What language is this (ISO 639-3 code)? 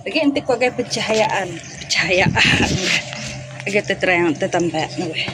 iba